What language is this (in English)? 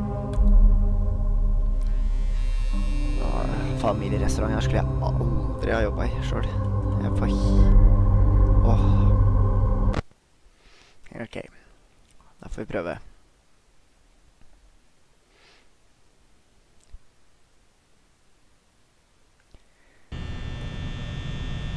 Norwegian